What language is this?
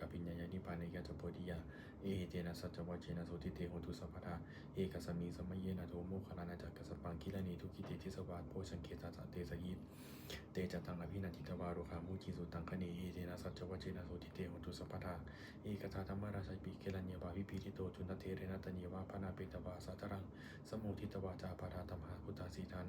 Pali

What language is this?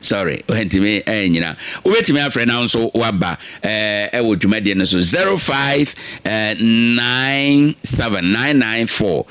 Akan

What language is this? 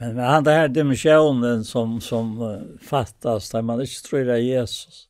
Faroese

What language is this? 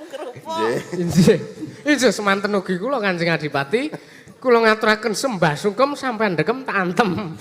Javanese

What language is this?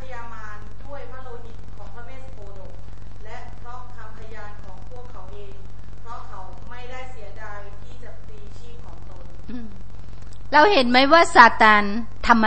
Thai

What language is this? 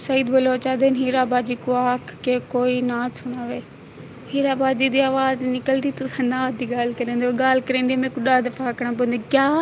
Saraiki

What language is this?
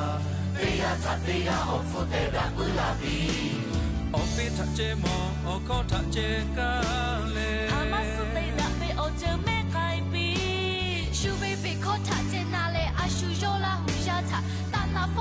Lahu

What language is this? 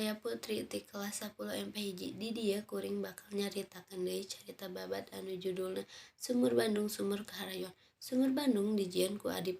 Sundanese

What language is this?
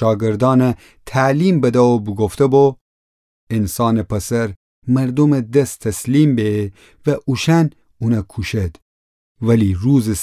Gilaki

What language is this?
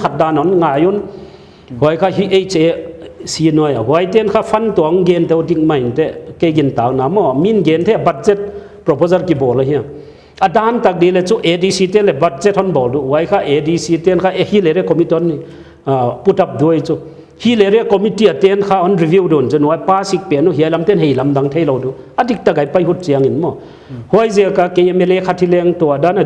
Paite Chin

